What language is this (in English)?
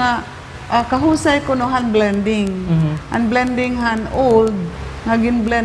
Waray